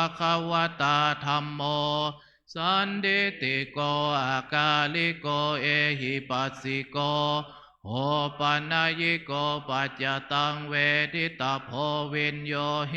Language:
Pali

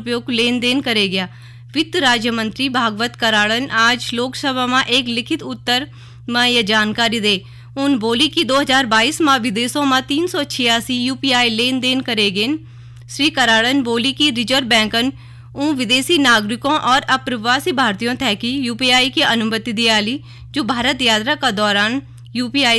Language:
Garhwali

